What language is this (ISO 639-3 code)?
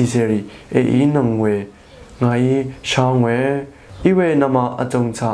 raw